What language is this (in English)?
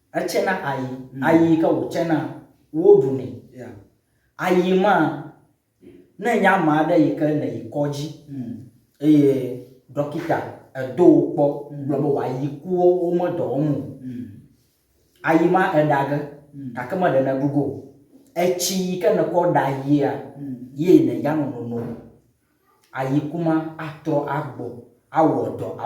Ewe